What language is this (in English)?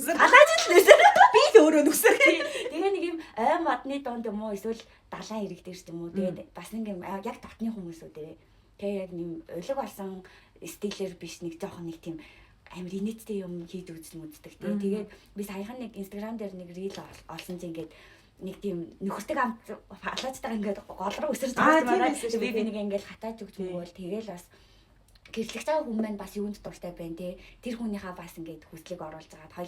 Mongolian